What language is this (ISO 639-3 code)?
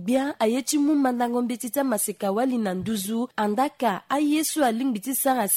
sag